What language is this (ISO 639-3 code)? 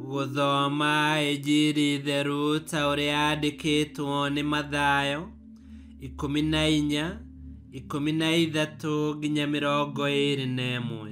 kik